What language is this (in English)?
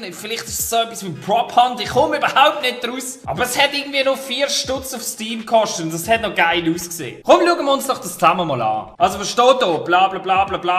Swiss German